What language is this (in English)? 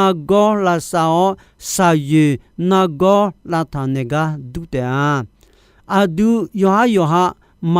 Akha